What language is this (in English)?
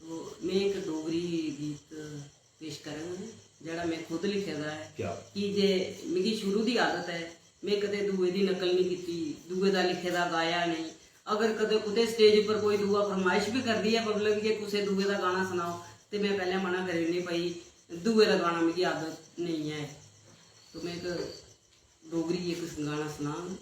Dogri